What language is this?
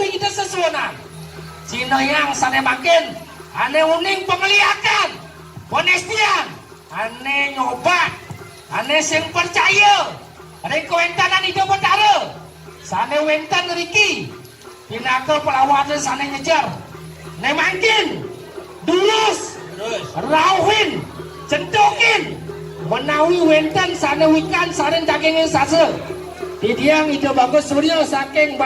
Balinese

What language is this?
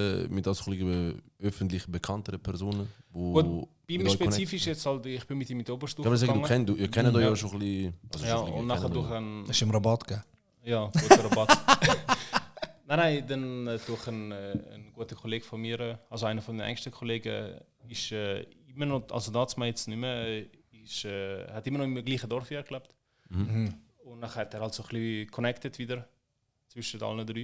Swiss German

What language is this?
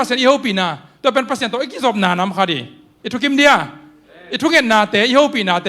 Tedim Chin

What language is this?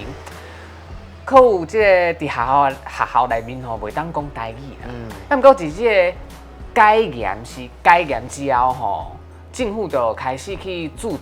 Min Nan Chinese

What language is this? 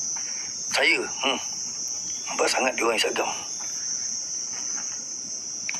Malay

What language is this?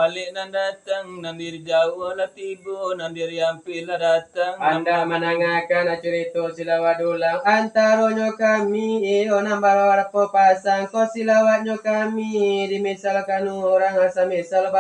Minangkabau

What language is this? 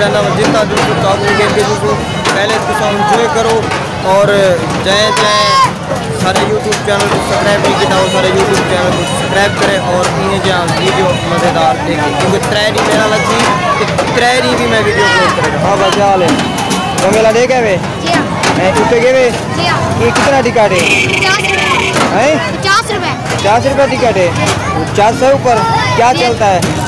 Saraiki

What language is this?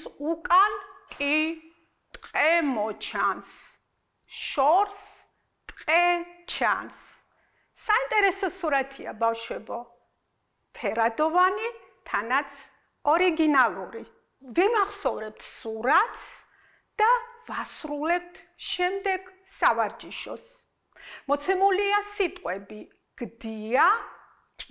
Georgian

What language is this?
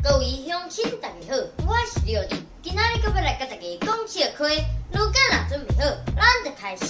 Min Nan Chinese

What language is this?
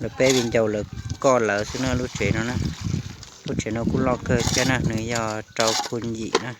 Hmong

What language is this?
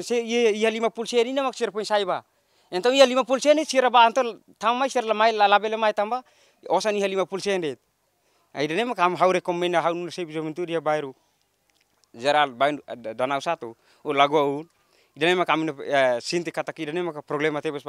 Tetum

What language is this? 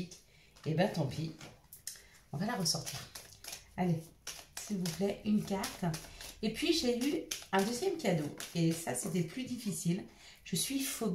French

